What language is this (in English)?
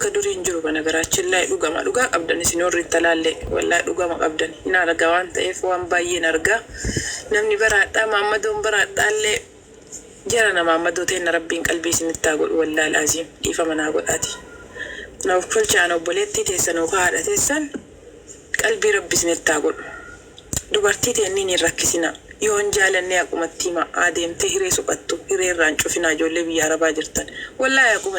Oromo